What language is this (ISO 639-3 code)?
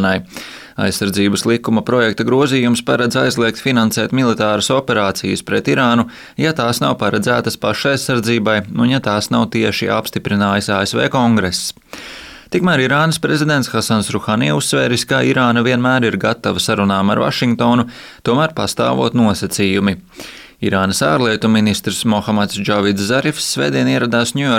lav